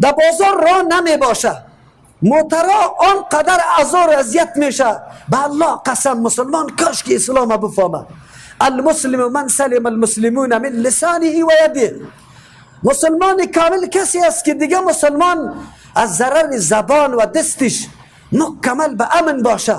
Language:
Persian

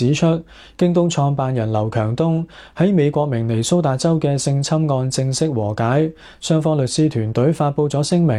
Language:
Cantonese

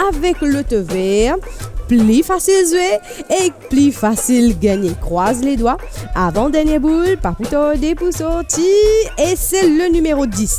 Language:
Morisyen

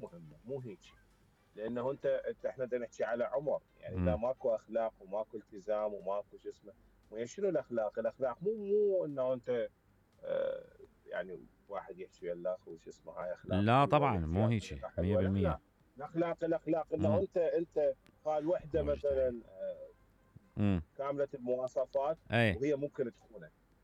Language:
Mesopotamian Arabic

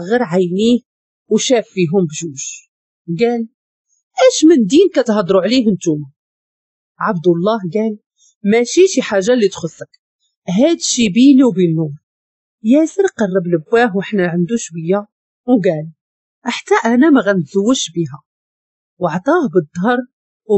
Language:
Moroccan Arabic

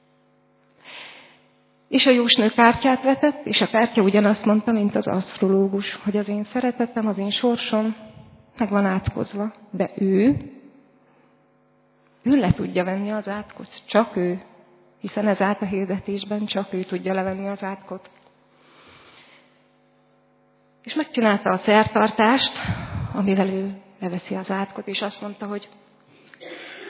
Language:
Hungarian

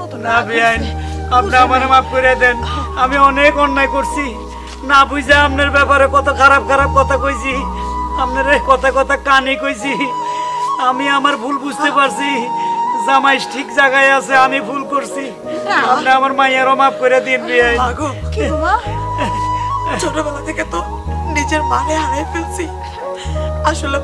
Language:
Bangla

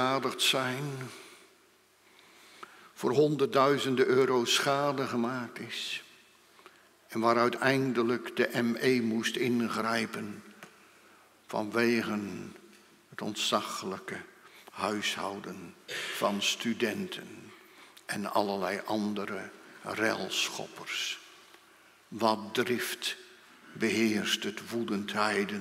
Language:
Dutch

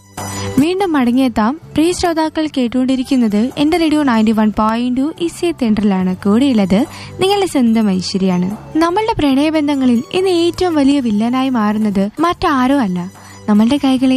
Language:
Malayalam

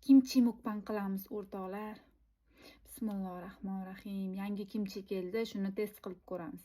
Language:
Uzbek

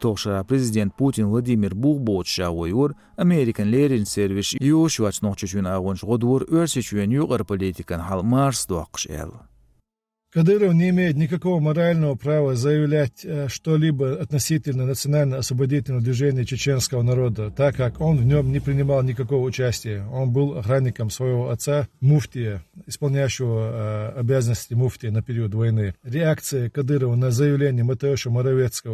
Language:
Chechen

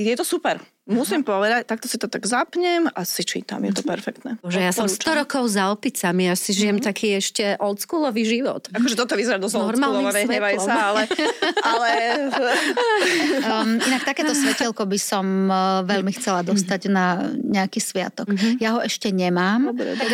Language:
Slovak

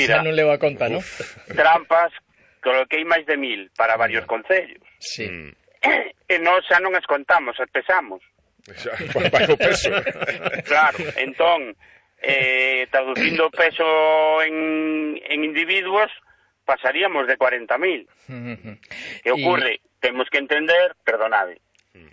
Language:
Galician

